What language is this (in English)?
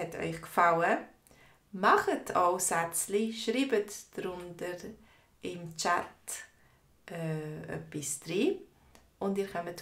Swiss German